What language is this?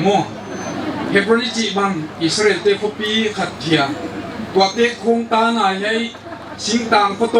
Paite Chin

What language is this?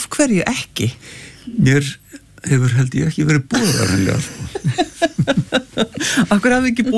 Icelandic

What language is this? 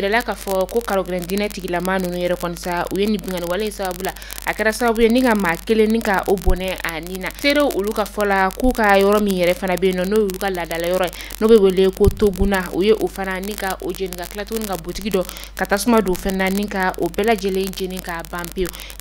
Bambara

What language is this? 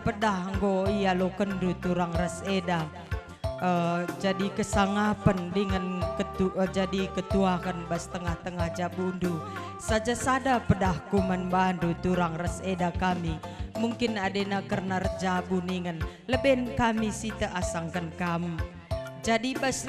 Batak Karo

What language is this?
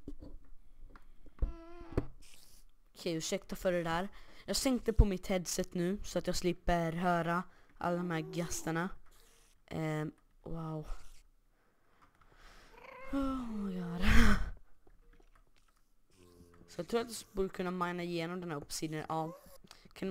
Swedish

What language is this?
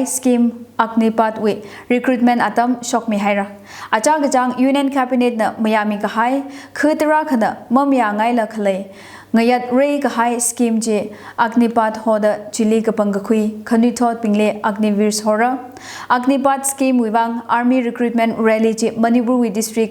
Tangkhul Naga (India)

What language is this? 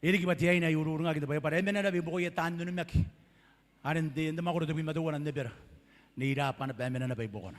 Gilbertese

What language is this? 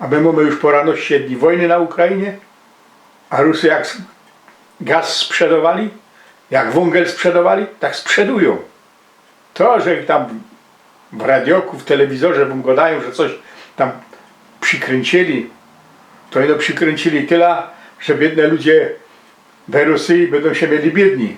Silesian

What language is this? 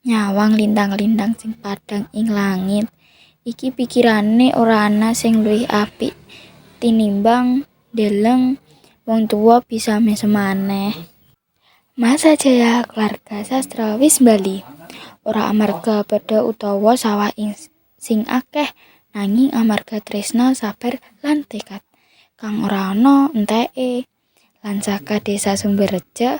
Javanese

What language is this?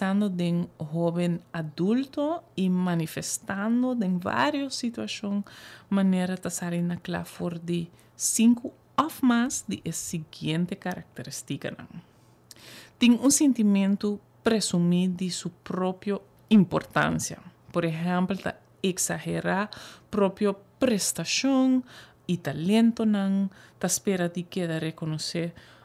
Papiamento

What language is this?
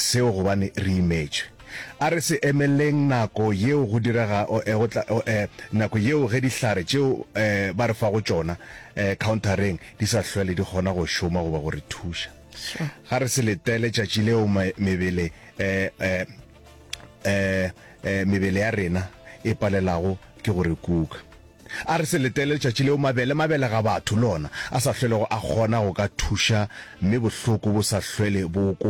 Northern Sotho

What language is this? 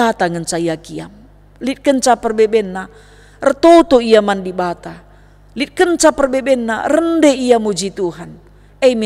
Batak Karo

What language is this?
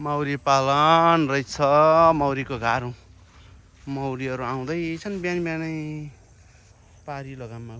Nepali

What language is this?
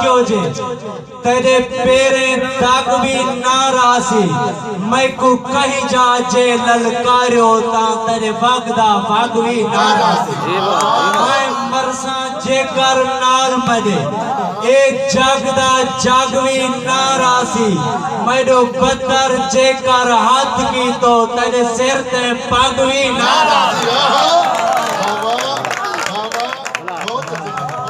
Saraiki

